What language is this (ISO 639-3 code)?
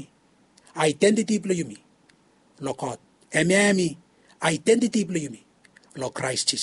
bis